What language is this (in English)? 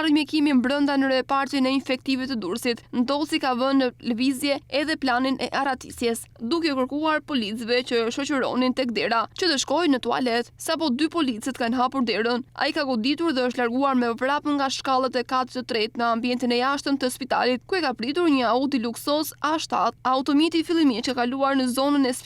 Albanian